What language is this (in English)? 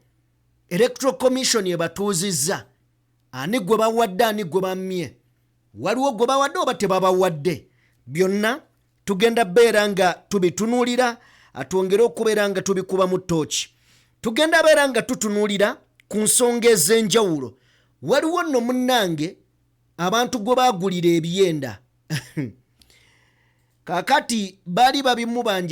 Ganda